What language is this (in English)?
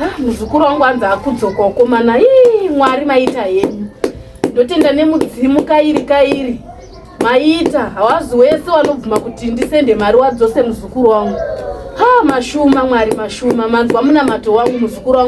Shona